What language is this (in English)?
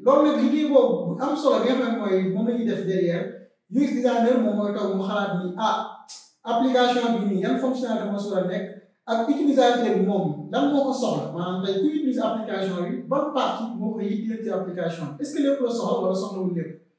Wolof